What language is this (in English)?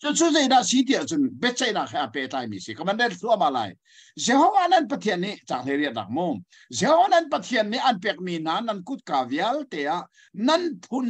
Hakha Chin